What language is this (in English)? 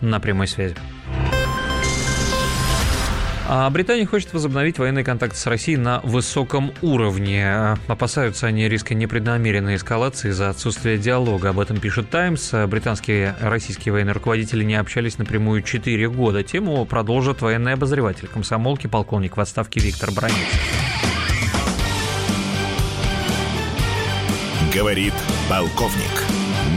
Russian